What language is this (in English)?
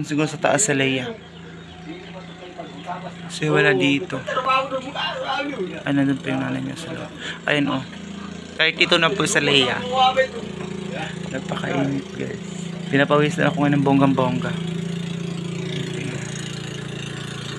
Filipino